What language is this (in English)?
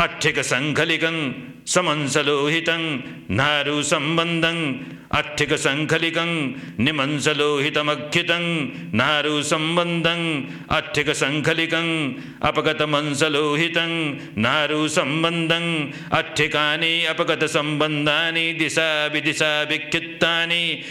Pali